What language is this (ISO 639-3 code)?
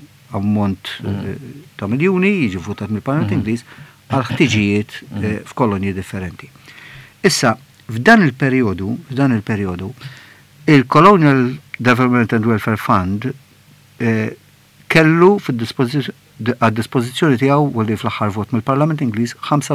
mlt